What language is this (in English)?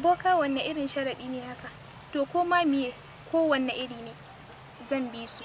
Hausa